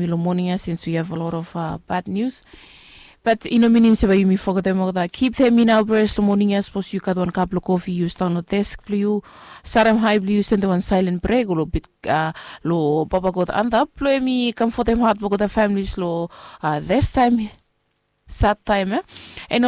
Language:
Bislama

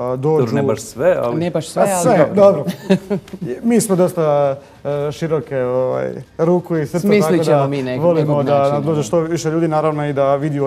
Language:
Croatian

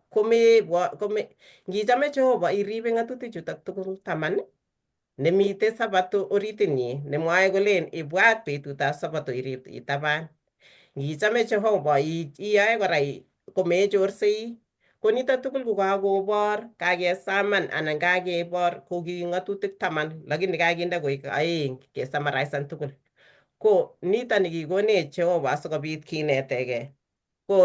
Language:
Kalenjin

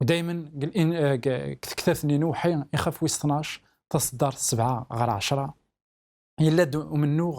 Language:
Kabyle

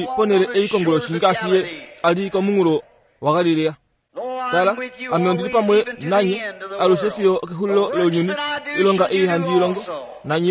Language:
Kuanyama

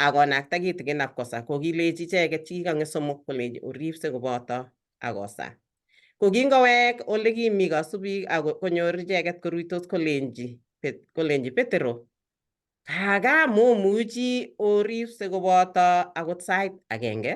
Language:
Kalenjin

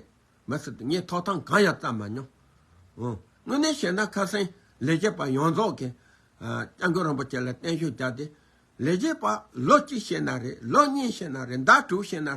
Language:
Tibetan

